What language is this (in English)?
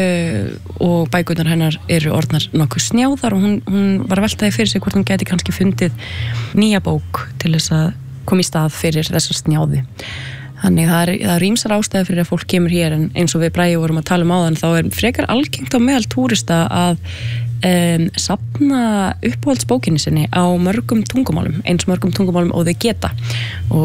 Icelandic